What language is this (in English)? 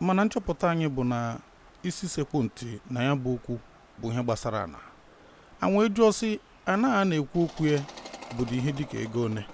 Igbo